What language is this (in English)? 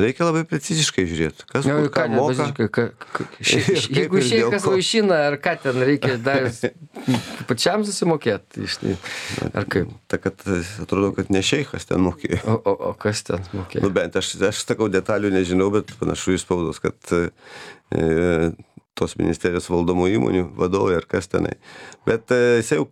Lithuanian